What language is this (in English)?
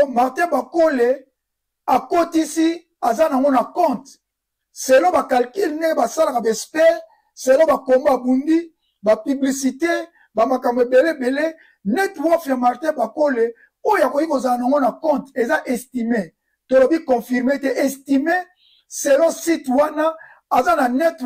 Lingala